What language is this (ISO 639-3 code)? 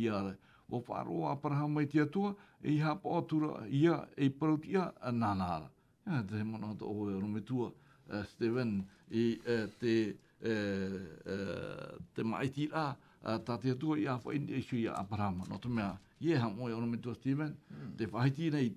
tah